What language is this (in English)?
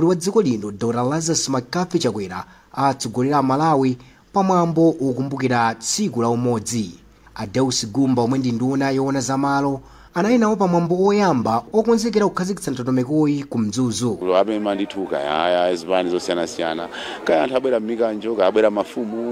Nyanja